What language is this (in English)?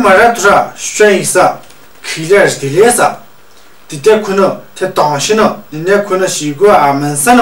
Tu